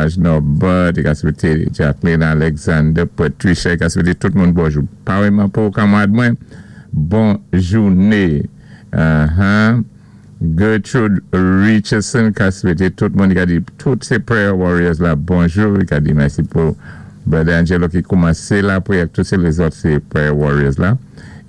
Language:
Saint Lucian Creole French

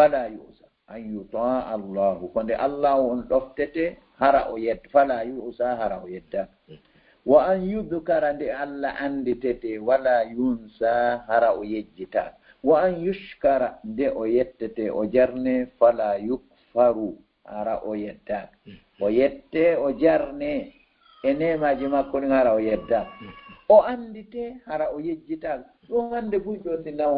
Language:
Fula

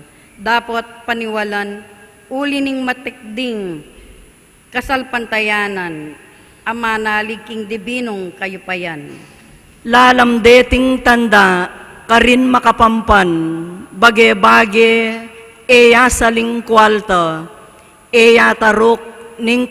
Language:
Pampanga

